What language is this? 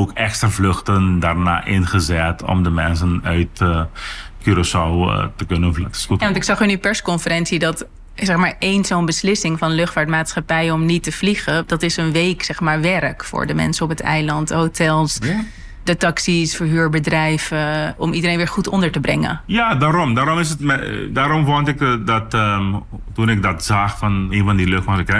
Dutch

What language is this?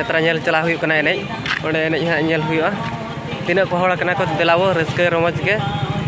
Santali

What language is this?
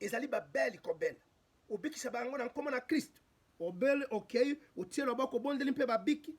Lingala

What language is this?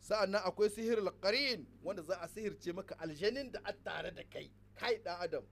Hausa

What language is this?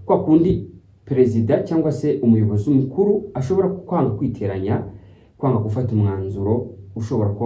Kinyarwanda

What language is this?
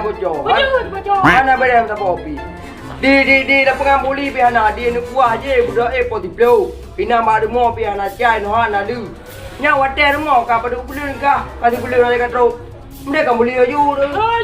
Achinese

